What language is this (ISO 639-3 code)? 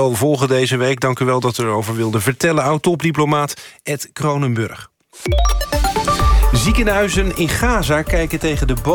nld